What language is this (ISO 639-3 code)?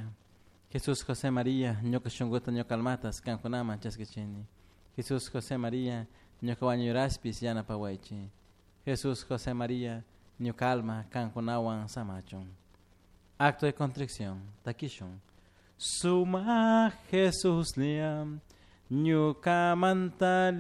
qug